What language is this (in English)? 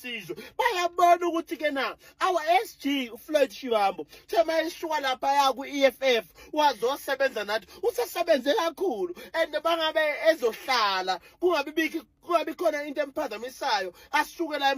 Zulu